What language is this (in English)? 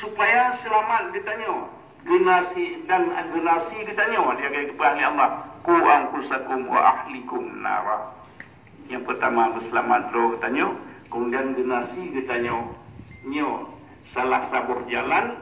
Achinese